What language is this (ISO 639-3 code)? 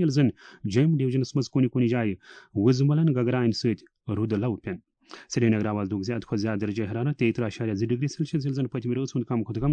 kas